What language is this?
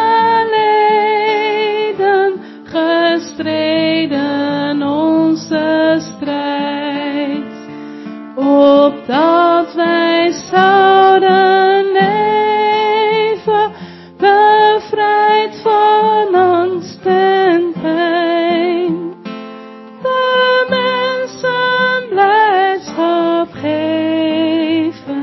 Dutch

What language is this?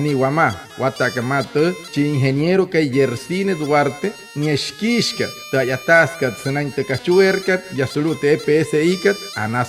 Wayuu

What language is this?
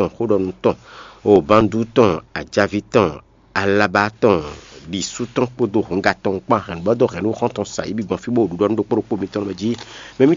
Fon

